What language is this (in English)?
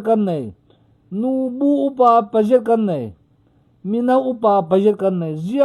Falam Chin